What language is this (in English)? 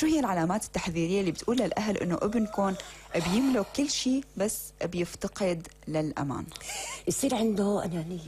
North Levantine Arabic